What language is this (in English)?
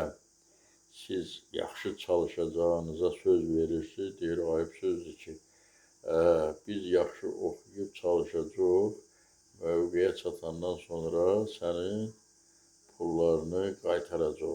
Azerbaijani